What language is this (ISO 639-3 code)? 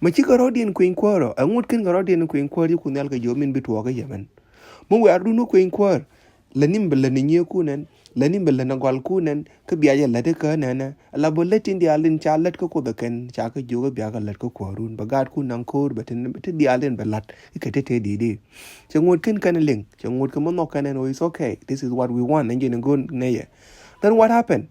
nus